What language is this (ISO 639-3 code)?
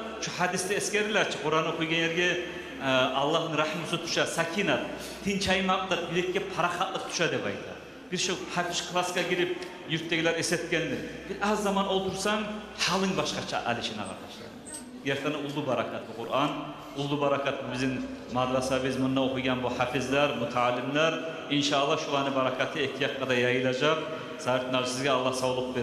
kum